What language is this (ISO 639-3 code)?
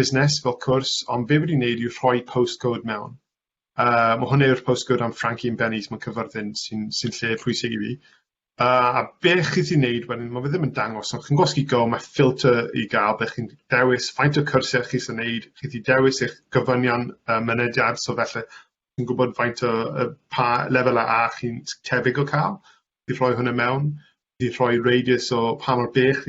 cym